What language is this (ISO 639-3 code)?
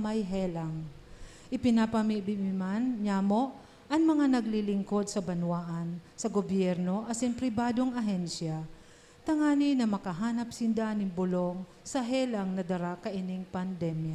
bik